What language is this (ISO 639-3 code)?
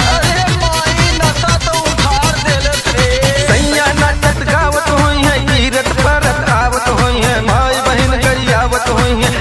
bho